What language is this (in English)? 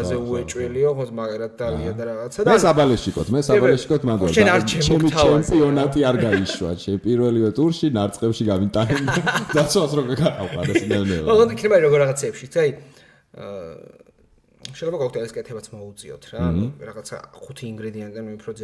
Georgian